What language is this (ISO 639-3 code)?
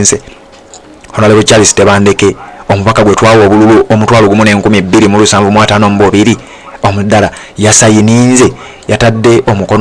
lug